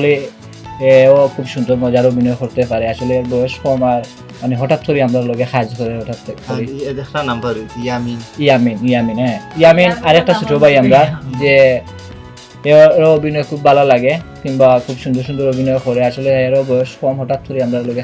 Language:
Sylheti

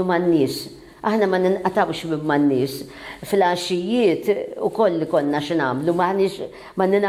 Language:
Maltese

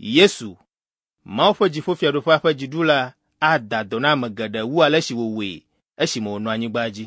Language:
Ewe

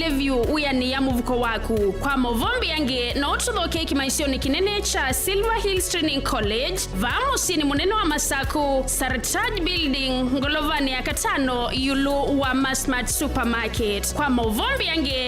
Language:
Kamba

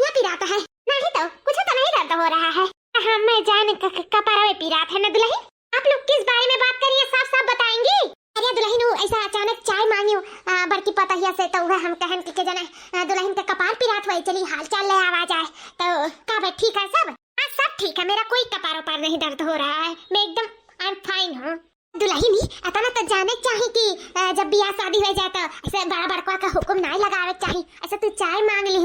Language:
Awadhi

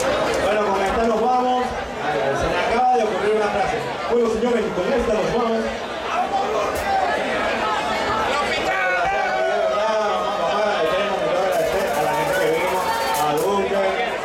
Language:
Spanish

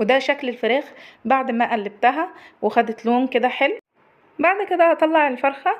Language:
Egyptian Arabic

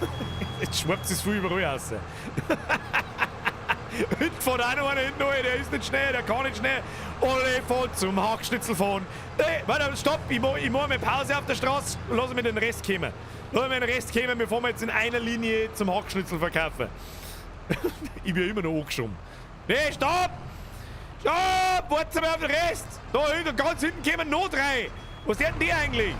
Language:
Bavarian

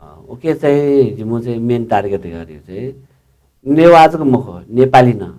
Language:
Newari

